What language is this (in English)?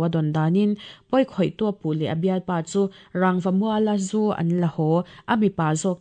Mizo